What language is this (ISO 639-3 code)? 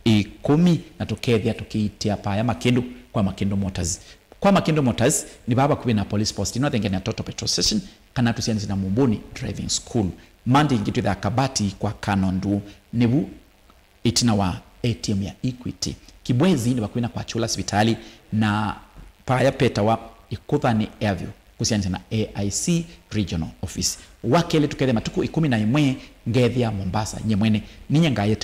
kam